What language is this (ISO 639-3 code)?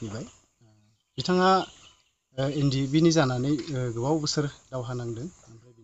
brx